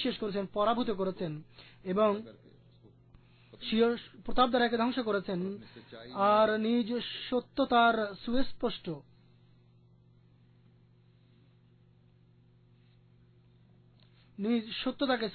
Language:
Bangla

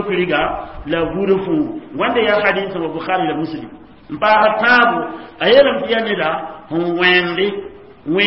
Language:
Mossi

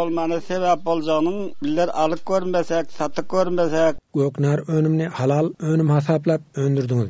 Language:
Turkmen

